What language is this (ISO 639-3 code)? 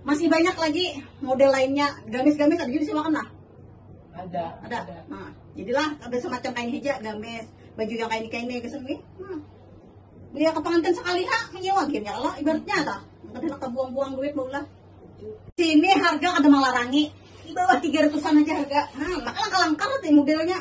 bjn